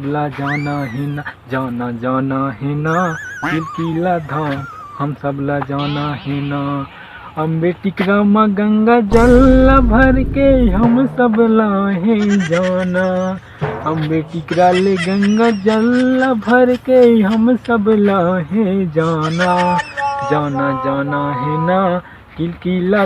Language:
Chhattisgarhi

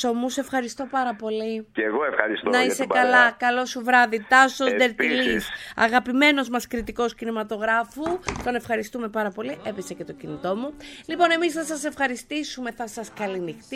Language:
Greek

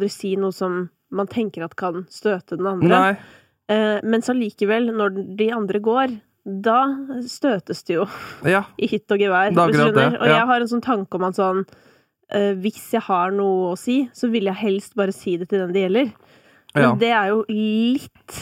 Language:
Norwegian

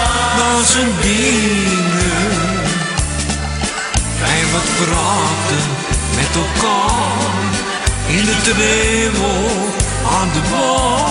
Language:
Dutch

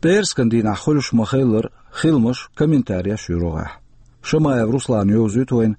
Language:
Chechen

